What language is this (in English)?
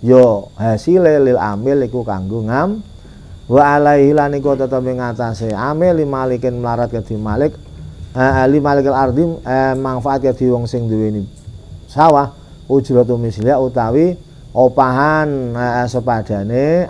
Javanese